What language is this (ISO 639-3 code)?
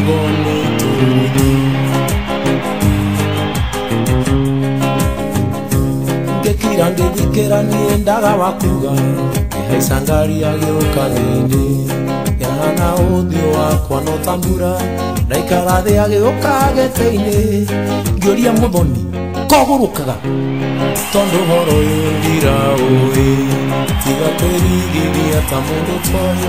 kik